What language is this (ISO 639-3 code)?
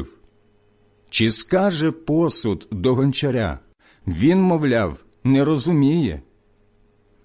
ukr